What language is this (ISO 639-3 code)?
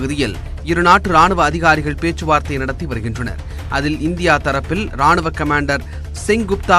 tam